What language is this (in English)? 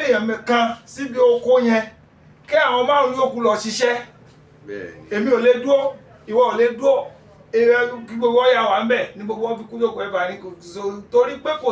Yoruba